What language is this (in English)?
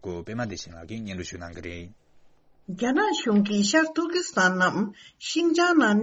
Tibetan